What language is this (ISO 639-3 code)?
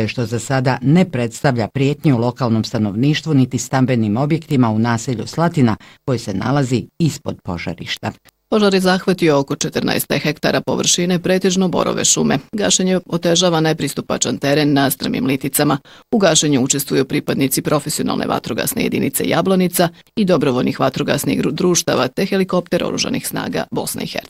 bos